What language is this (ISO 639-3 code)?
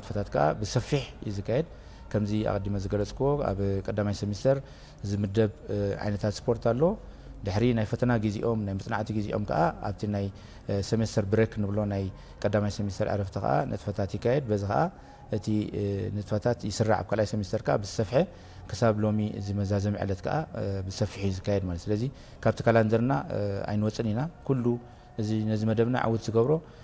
tir